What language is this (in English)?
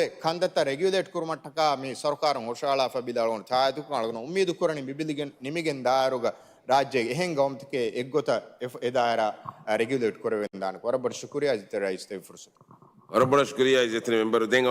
Divehi